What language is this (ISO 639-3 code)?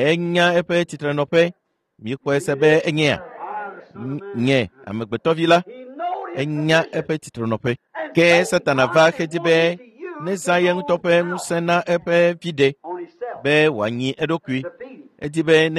ewe